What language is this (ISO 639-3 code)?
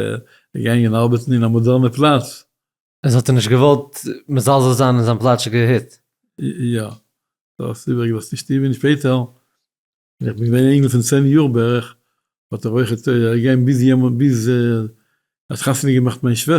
yid